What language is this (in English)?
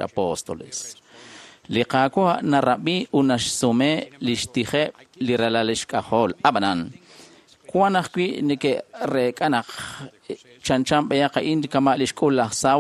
Kekchí